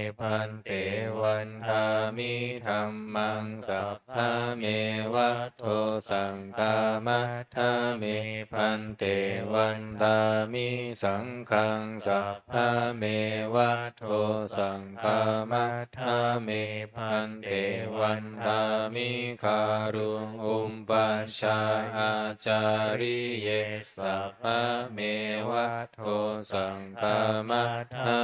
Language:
Pali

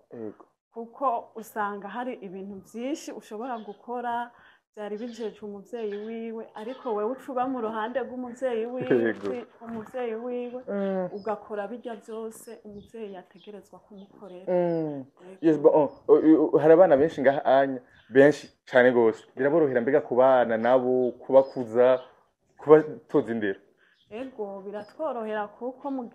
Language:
Rundi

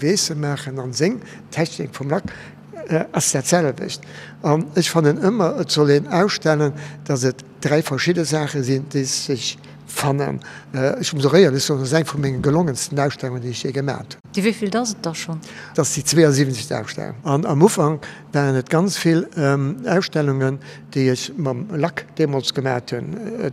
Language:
Luxembourgish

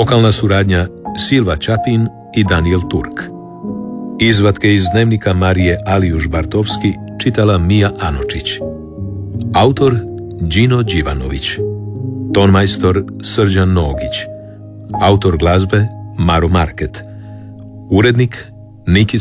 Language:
Croatian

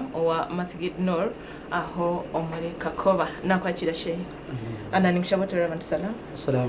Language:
Nyankole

